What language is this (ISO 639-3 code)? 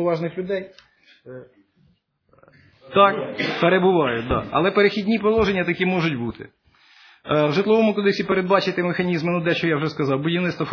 ukr